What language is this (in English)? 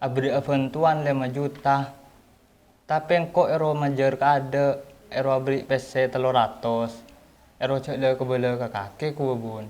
Madurese